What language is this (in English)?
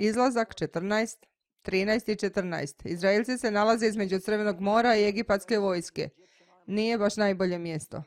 Serbian